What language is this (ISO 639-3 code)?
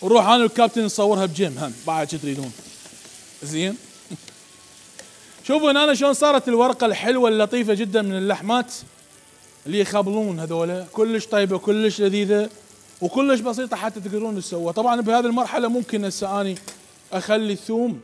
acm